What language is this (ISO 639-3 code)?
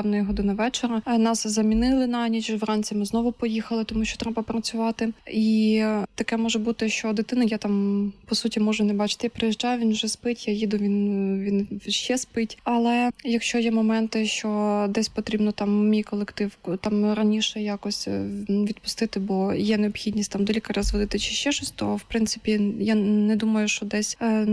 ukr